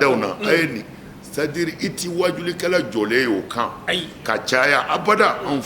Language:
Bambara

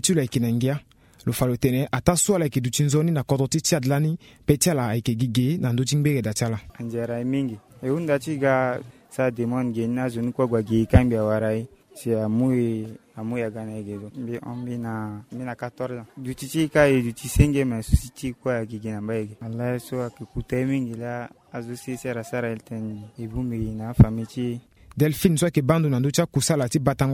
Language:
Sango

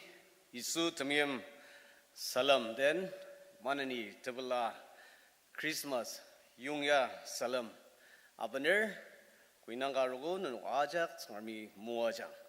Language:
Ao Naga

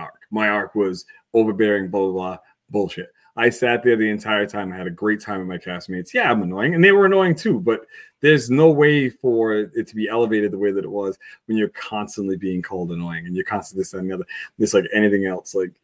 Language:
English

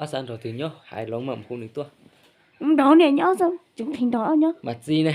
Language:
Hmong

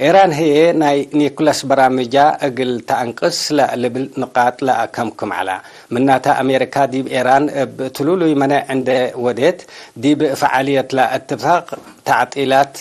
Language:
Tigre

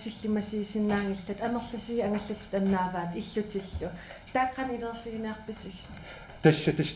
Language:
Kalaallisut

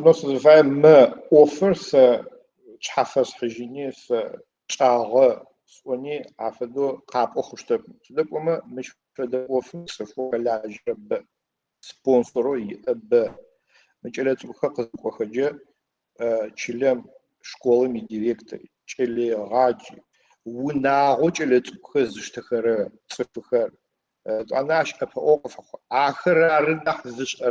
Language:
Adyghe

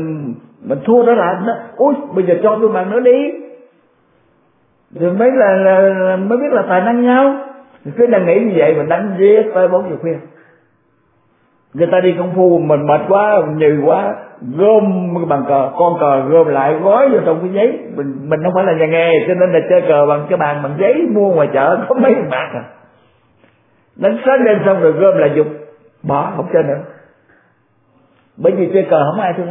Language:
Vietnamese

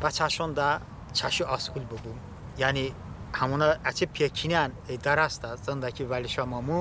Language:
Talysh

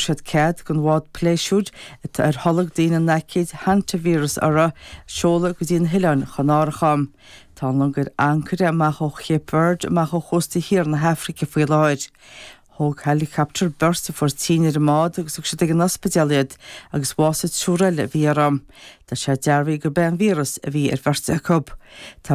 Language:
Irish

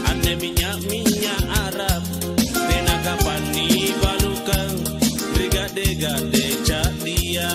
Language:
Makasar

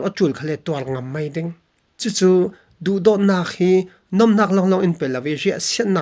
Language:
Falam Chin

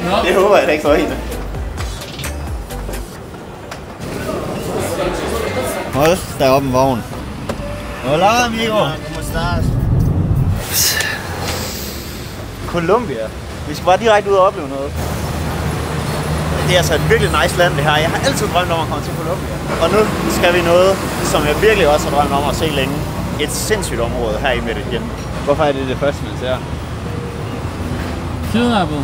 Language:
Danish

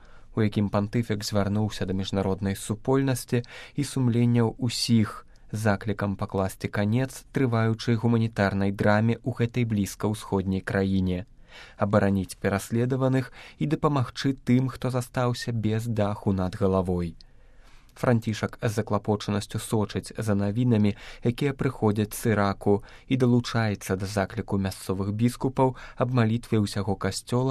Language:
Belarusian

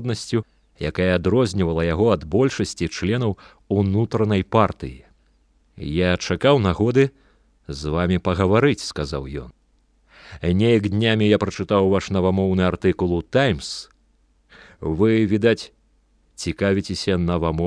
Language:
Belarusian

